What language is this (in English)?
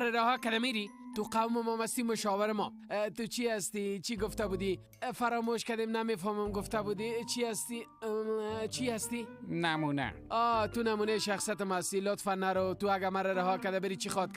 Persian